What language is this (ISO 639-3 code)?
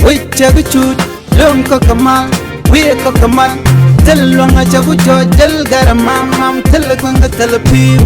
nus